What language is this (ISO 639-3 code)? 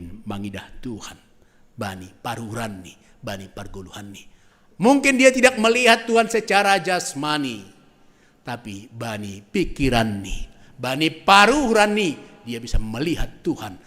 bts